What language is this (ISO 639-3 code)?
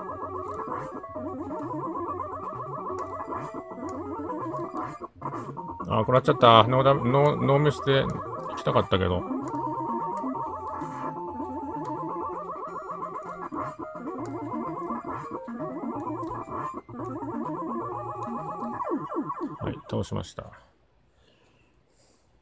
jpn